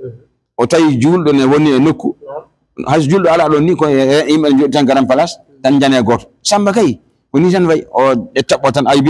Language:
Fula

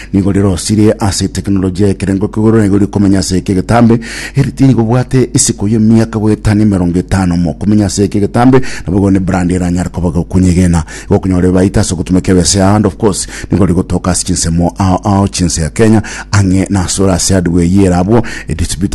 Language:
Gusii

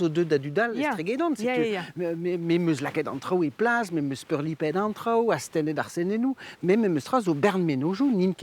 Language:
Breton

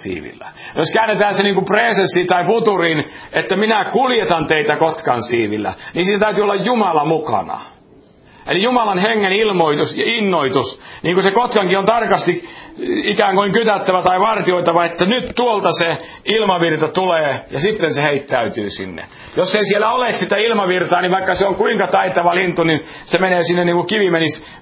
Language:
Finnish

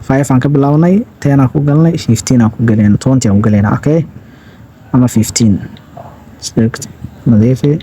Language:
Somali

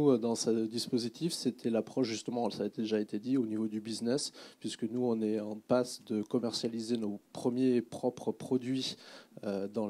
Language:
French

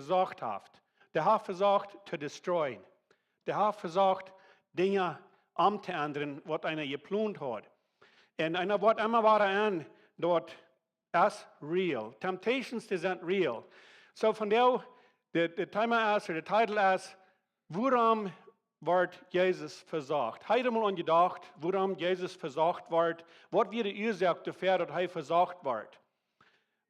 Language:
Plautdietsch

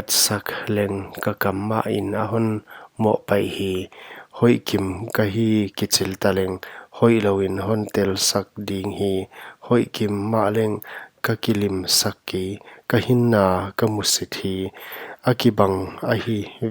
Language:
Paite Chin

